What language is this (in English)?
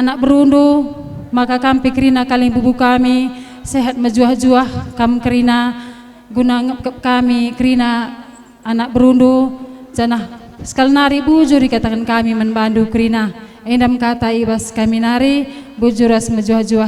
Batak Karo